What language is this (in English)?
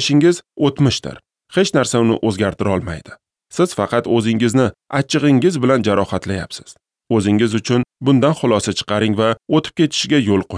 Uzbek